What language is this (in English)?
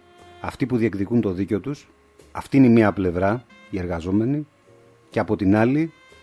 Greek